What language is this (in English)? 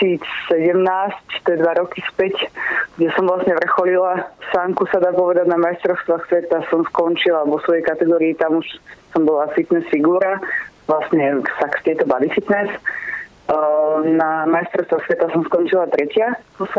Slovak